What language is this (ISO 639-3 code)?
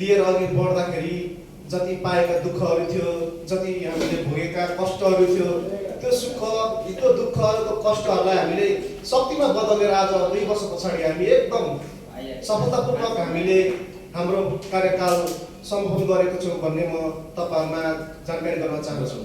nep